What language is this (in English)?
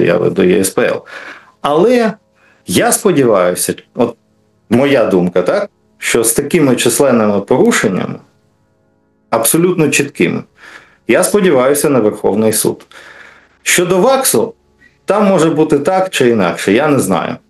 Ukrainian